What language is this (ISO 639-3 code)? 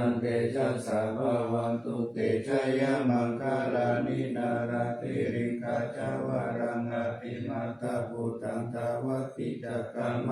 pli